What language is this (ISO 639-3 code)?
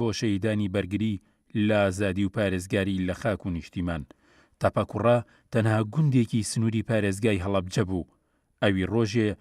ckb